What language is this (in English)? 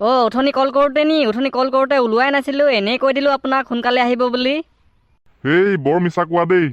Assamese